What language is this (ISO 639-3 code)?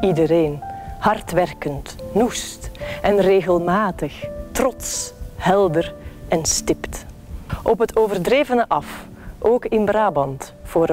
nld